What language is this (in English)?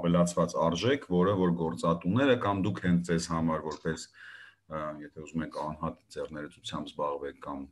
Armenian